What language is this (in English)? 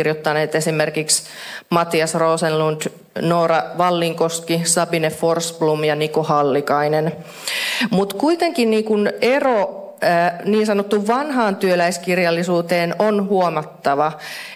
Finnish